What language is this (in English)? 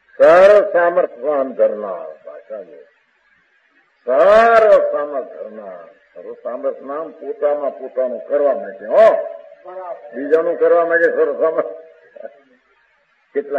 Gujarati